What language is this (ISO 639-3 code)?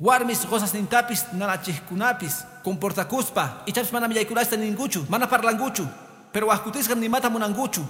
que